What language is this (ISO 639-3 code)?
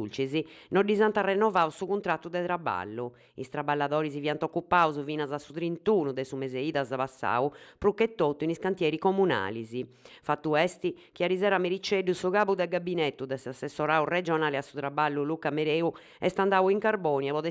srd